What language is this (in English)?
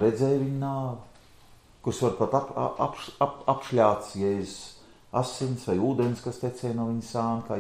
Latvian